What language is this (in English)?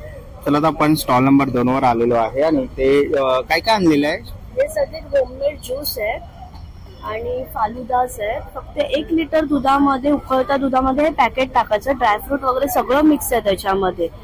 Marathi